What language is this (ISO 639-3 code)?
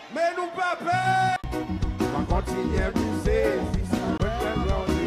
crs